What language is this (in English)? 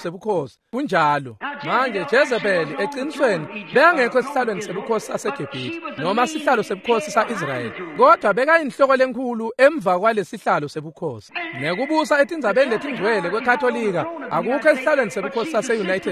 Swati